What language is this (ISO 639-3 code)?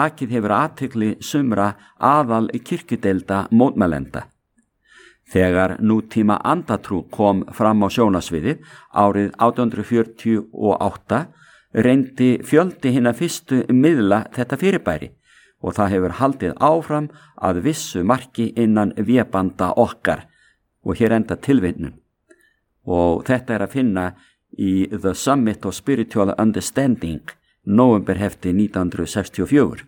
isl